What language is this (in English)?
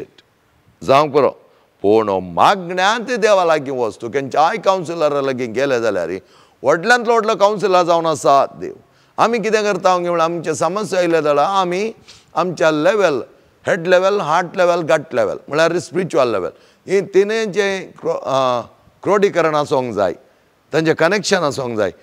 Konkani